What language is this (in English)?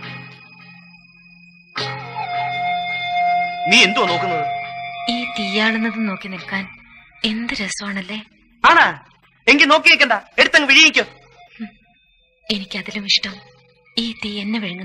Malayalam